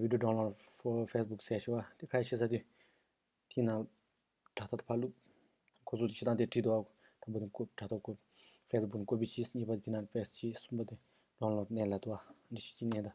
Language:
Tibetan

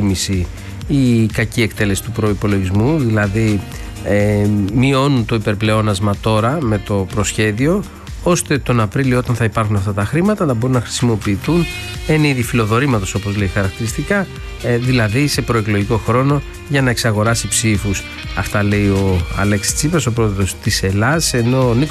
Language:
Greek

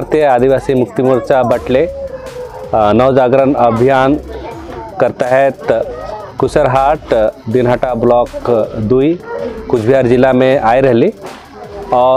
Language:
Sadri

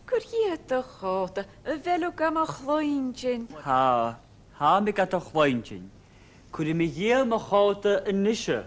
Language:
Scottish Gaelic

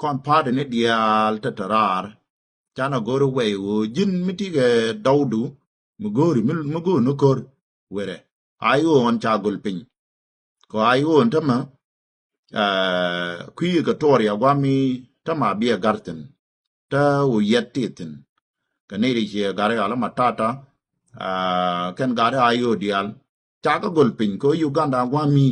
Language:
Nuer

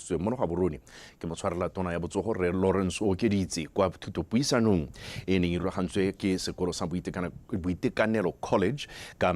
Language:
Tswana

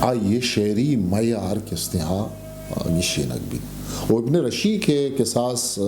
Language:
Eastern Balochi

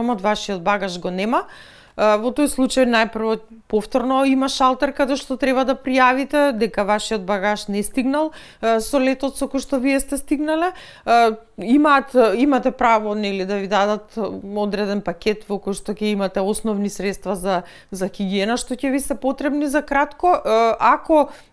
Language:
Macedonian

